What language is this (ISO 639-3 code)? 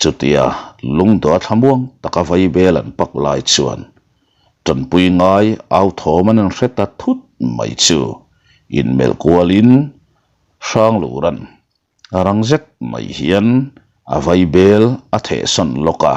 lus